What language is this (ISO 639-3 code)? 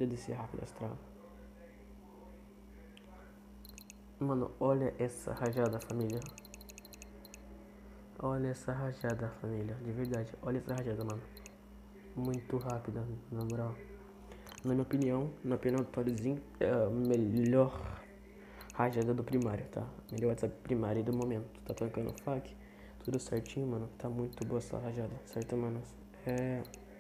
por